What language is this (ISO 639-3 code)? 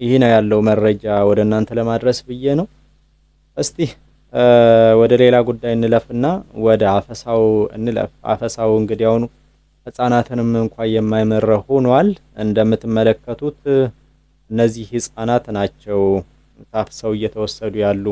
amh